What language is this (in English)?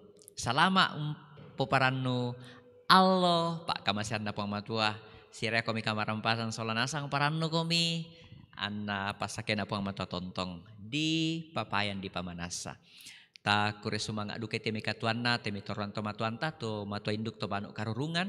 Toraja-Sa'dan